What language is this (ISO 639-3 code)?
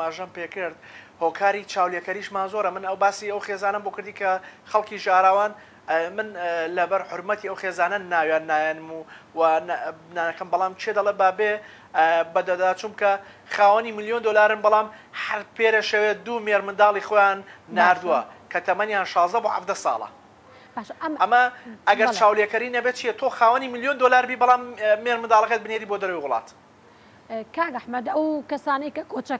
ckb